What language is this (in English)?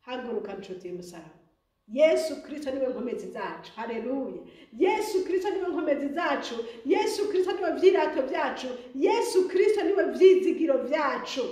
Rundi